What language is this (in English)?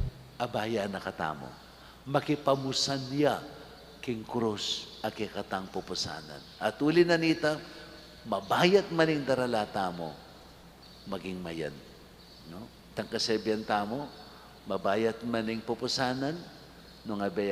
Pampanga